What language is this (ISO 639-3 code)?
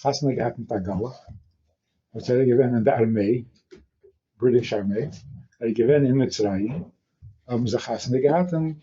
yid